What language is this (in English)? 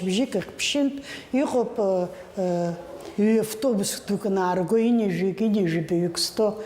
Abkhazian